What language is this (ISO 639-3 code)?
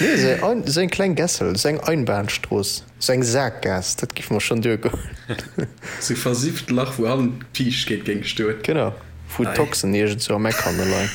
ltz